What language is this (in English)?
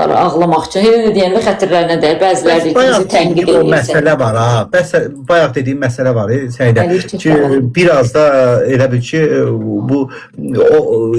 Azerbaijani